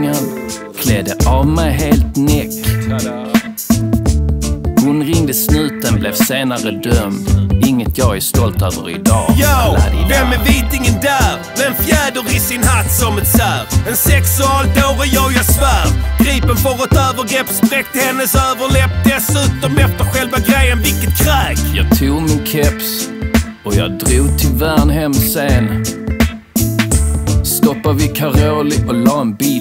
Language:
Swedish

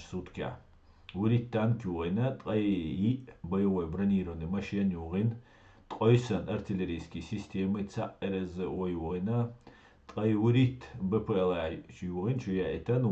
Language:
Chechen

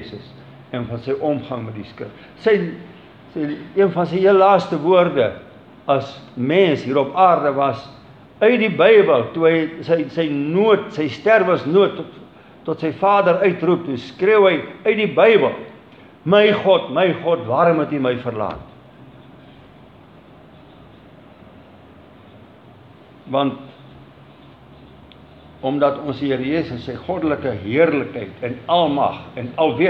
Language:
Afrikaans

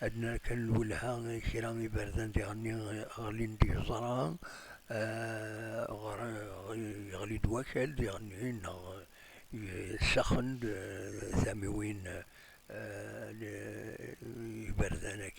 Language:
Kabyle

